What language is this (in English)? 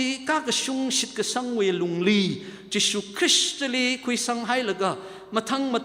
Tangkhul Naga (India)